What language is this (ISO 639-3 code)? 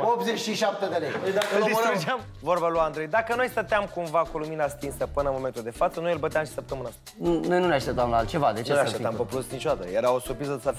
ron